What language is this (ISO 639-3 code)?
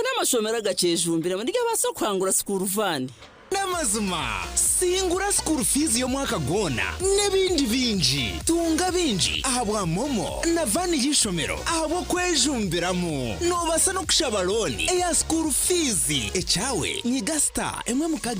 nyn